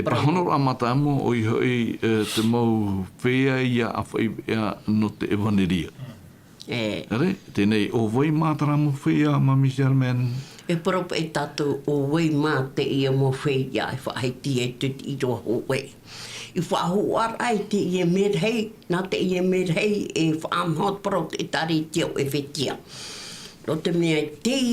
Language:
Tahitian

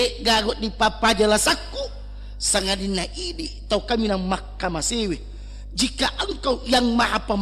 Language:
Buginese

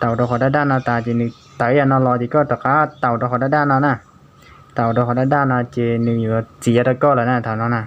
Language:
Hmong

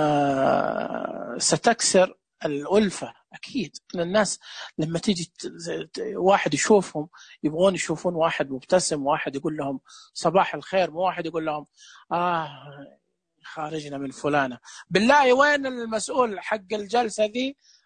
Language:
Najdi Arabic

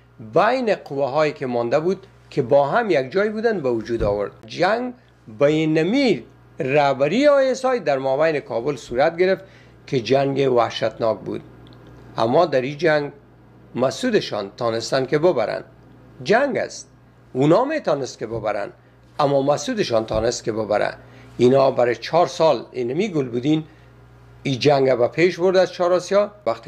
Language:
Persian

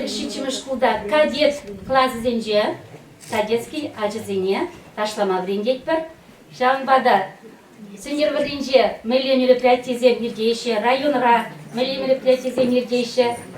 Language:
Chuvash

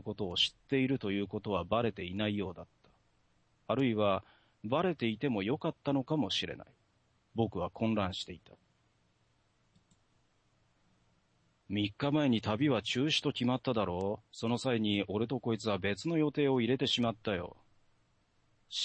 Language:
Japanese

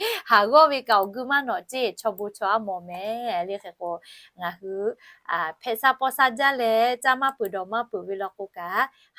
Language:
Lahu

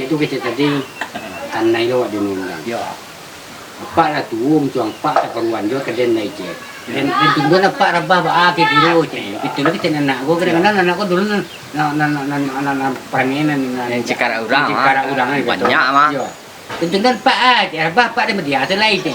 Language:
Minangkabau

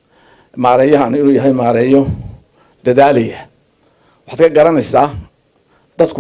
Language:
Somali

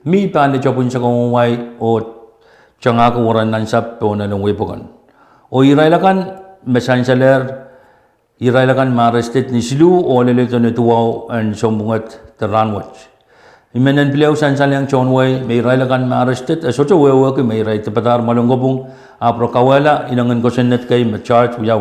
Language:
Pohnpeian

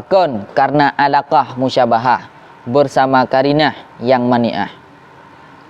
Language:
Achinese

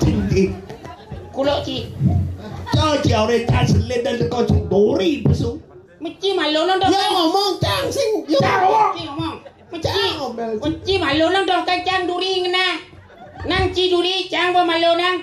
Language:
Balinese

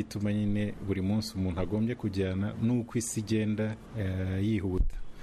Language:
Kinyarwanda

